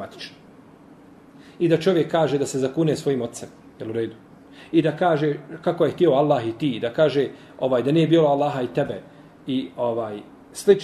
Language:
Bosnian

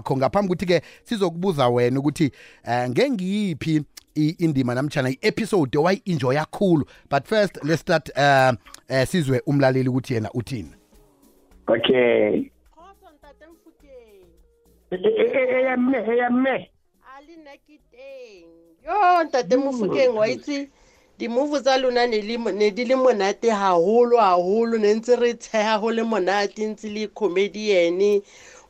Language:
South Ndebele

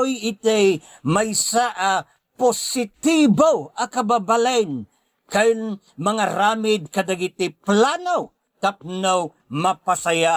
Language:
Iloko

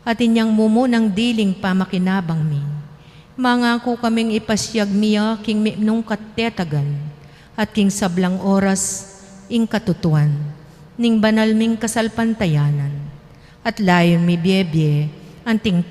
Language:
Pampanga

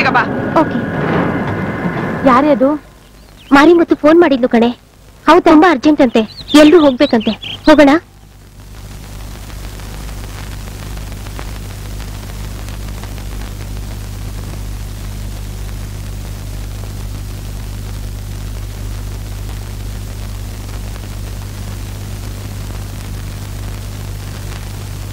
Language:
Kannada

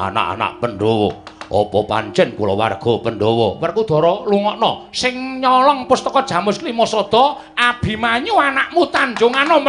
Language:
Javanese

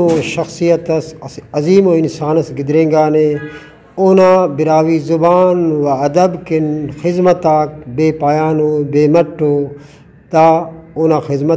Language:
Brahui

